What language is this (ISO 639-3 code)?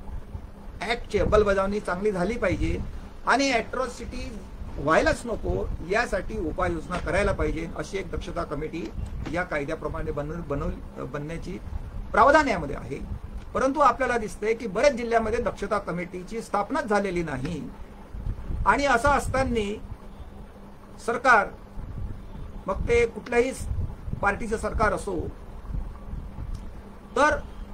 mar